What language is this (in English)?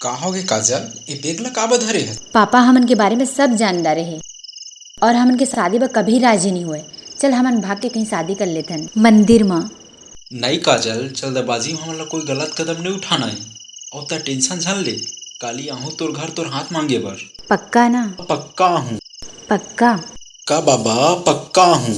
Chhattisgarhi